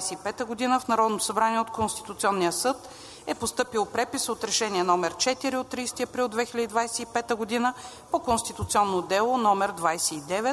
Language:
Bulgarian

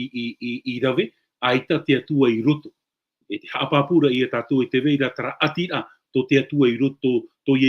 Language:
Tahitian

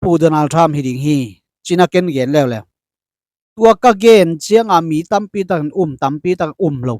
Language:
Tedim Chin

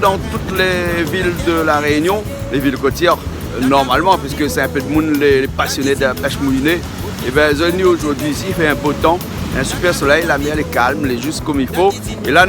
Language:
Réunion Creole French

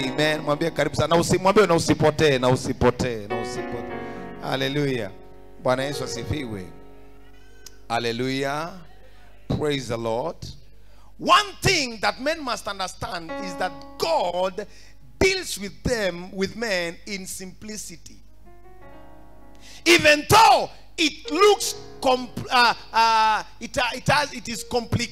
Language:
Swahili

